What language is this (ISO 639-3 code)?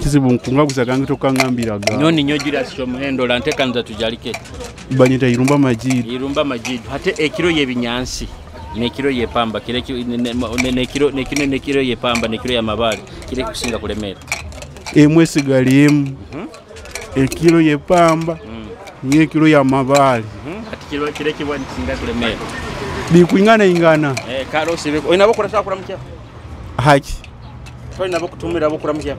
nyo